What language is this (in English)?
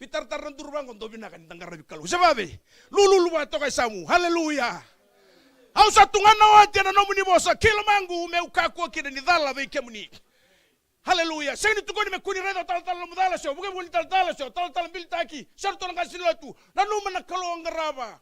Fijian